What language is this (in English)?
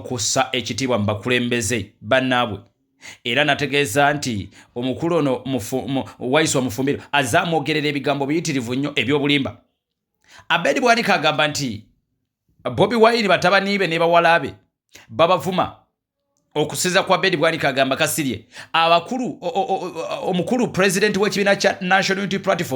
Ganda